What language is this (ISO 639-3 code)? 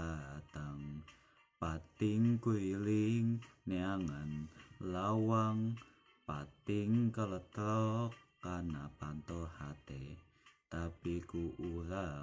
sun